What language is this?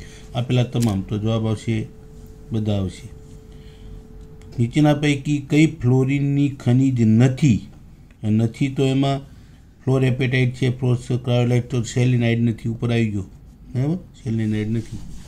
Gujarati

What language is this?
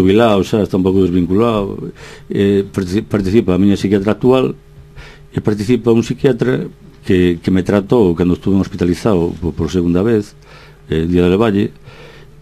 Galician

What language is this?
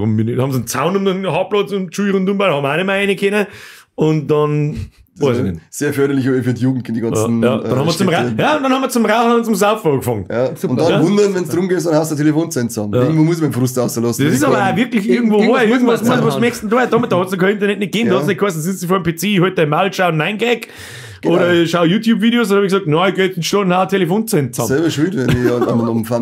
Bavarian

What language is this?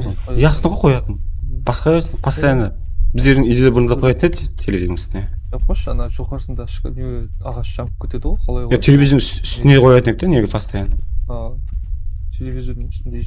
Kara-Kalpak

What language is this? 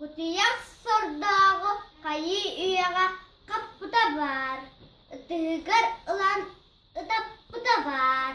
Yakut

